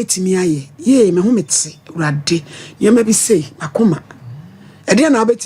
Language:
Akan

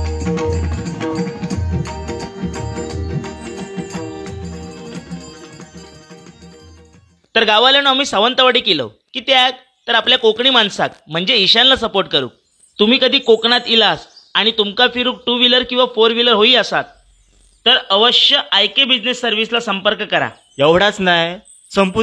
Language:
Marathi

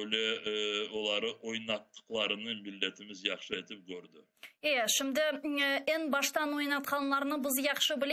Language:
Crimean Tatar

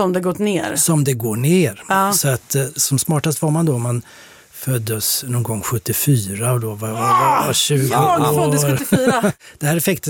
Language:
Swedish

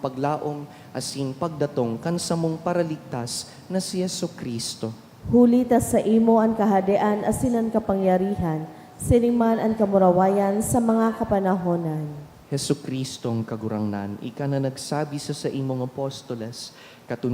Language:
Bikol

